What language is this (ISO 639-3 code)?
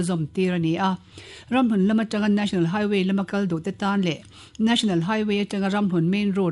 lus